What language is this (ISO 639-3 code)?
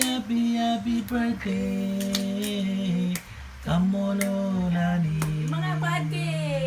mah